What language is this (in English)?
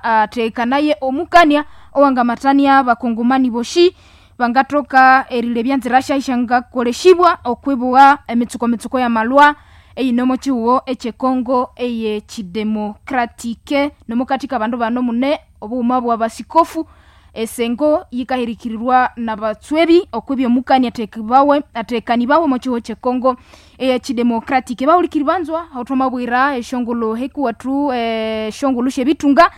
Nande